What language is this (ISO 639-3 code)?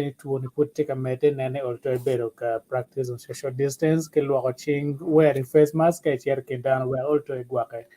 ach